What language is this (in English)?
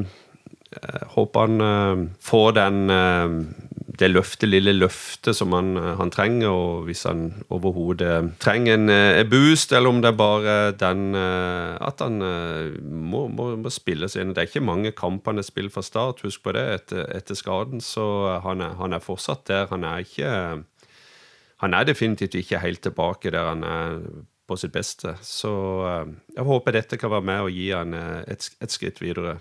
Norwegian